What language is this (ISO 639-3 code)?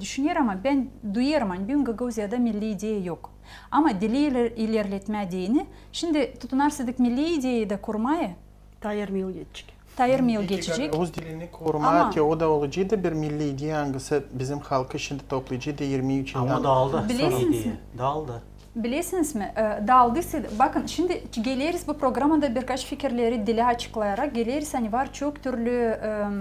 gag